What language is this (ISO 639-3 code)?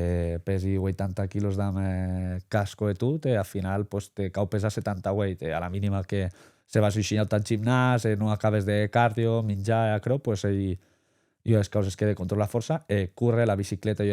oci